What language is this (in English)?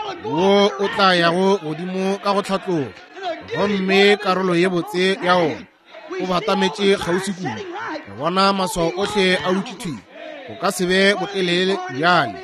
Northern Sotho